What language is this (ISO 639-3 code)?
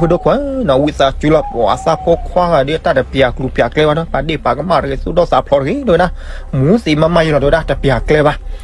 ksw